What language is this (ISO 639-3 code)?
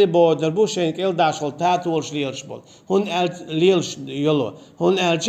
che